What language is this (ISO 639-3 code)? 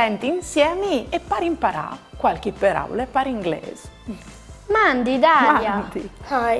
fur